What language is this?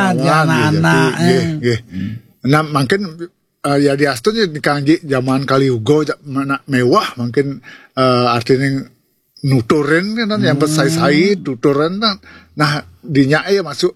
Balinese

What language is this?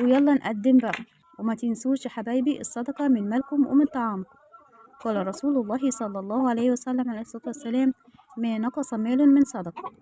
Egyptian Arabic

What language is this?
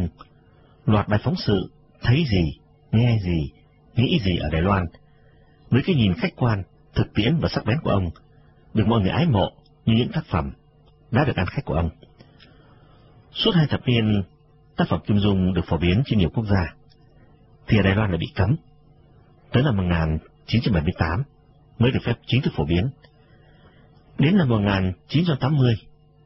Vietnamese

